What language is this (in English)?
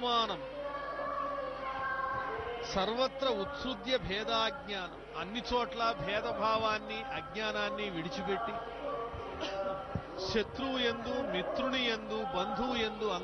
Telugu